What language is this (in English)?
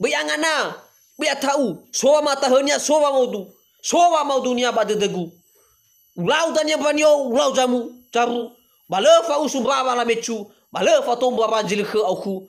Nias